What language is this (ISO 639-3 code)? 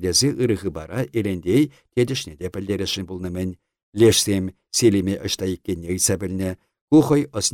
chv